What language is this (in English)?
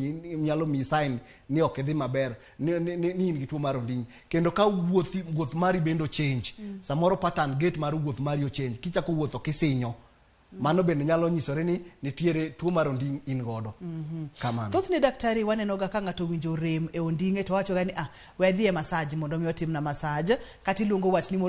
Luo (Kenya and Tanzania)